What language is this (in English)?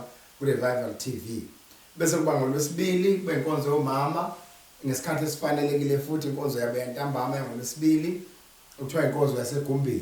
Zulu